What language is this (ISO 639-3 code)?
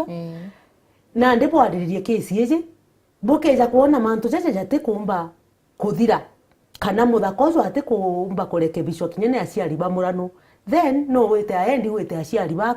mer